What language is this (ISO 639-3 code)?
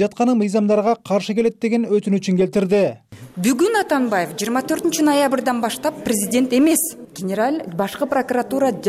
kir